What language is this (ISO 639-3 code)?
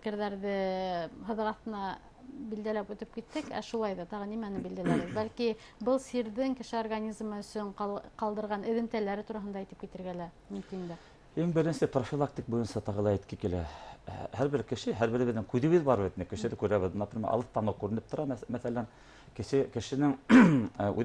bak